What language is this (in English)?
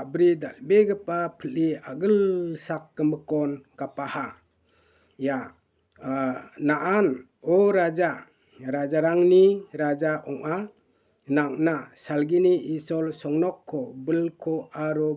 Garo